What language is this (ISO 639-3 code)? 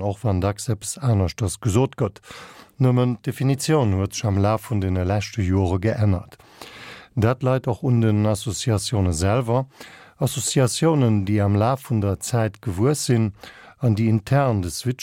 ltz